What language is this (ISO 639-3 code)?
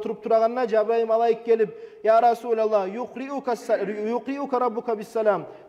kum